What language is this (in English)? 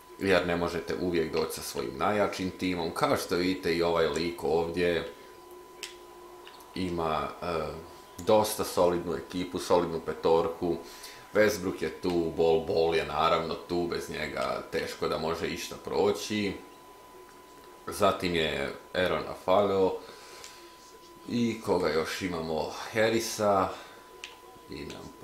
Croatian